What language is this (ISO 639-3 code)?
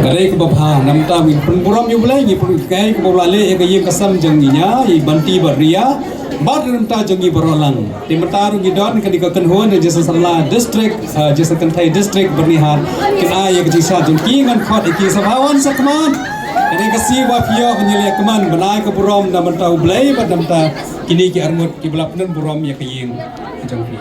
kha